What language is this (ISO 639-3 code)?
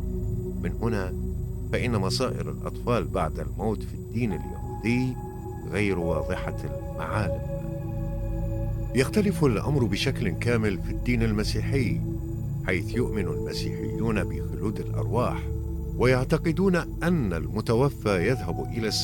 ara